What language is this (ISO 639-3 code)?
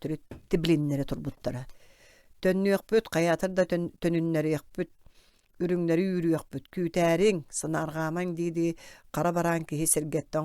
sah